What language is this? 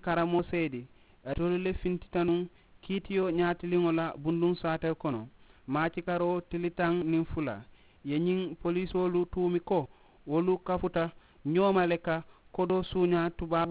Mandingo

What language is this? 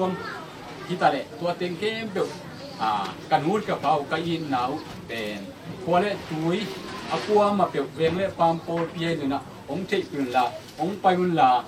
Tedim Chin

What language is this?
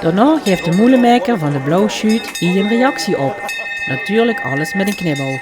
Limburgish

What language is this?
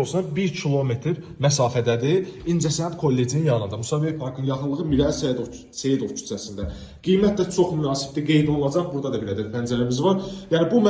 Azerbaijani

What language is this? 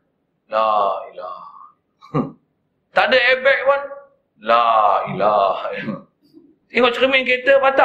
Malay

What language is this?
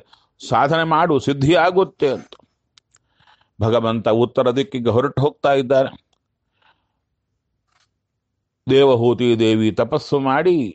Kannada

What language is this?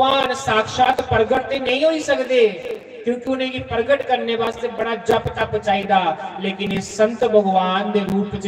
Dogri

